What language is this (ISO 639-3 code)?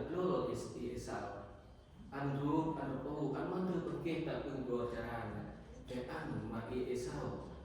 cmo